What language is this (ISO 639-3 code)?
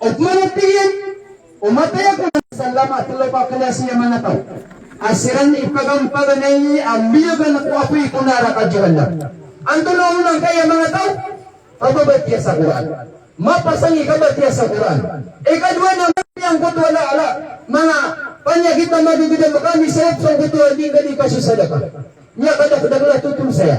mrw